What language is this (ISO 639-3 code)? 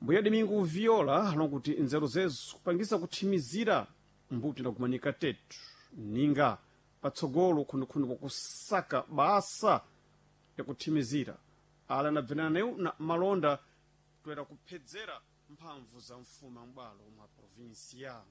seh